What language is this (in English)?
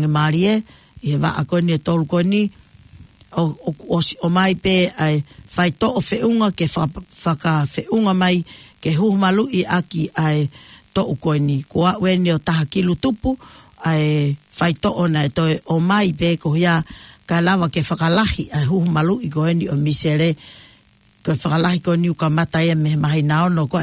Tongan